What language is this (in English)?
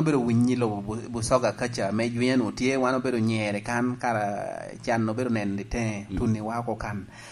Lango (Uganda)